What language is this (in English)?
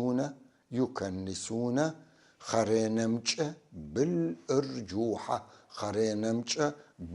North Levantine Arabic